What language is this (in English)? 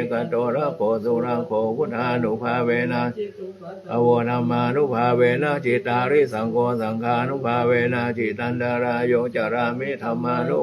Pali